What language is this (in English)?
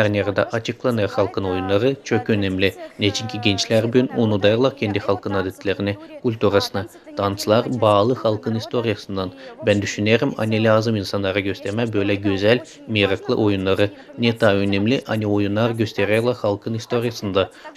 Gagauz